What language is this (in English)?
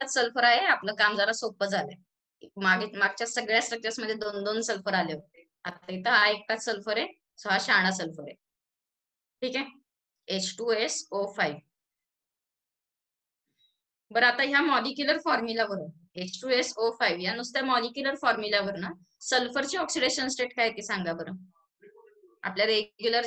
Marathi